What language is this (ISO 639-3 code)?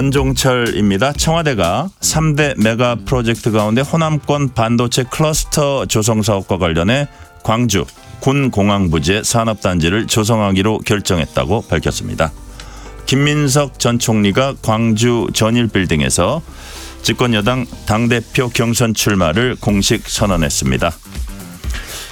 kor